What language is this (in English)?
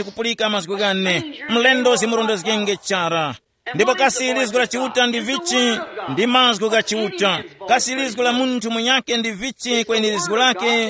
Tumbuka